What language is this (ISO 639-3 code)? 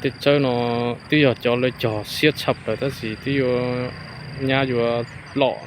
hmn